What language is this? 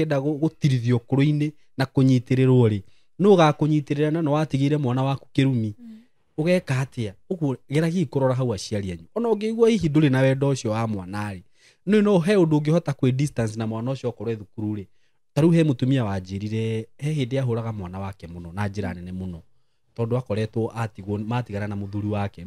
Kikuyu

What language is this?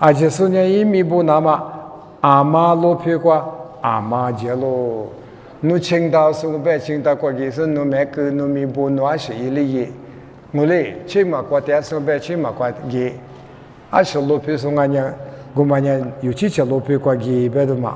Lisu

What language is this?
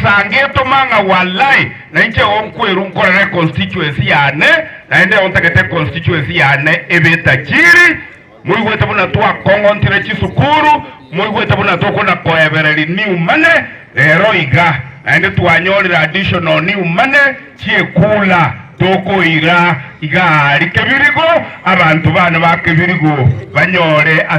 Gusii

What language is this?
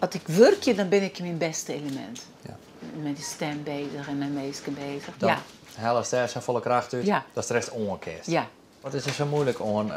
Western Frisian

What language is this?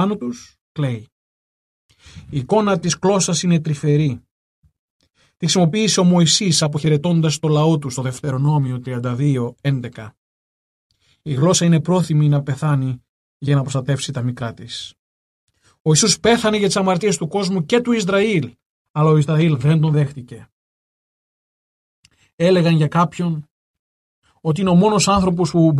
Greek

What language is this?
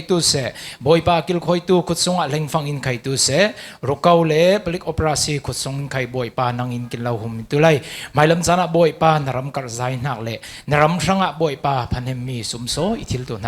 Falam Chin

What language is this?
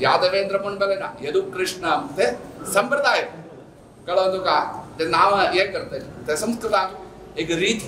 Konkani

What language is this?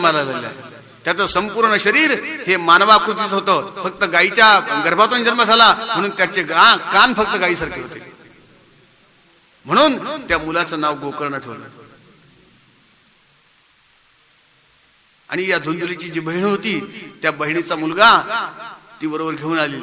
Marathi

